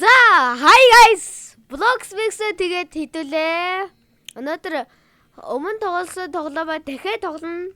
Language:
Mongolian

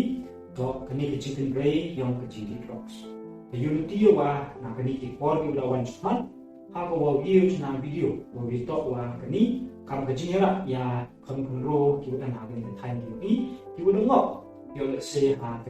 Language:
Pnar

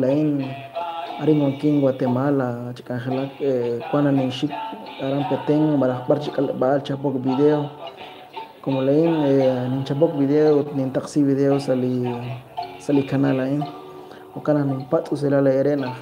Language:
Kekchí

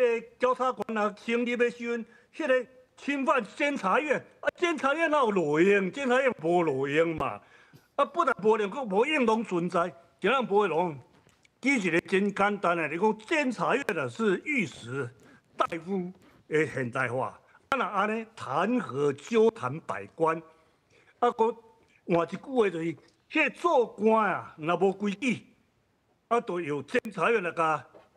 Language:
Min Nan Chinese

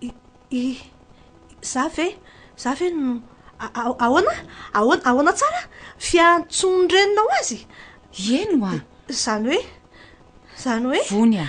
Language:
Malagasy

